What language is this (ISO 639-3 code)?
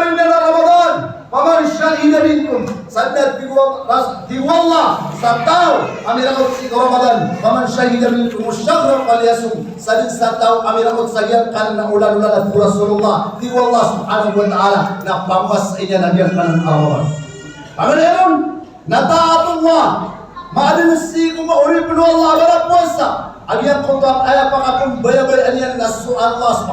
mrw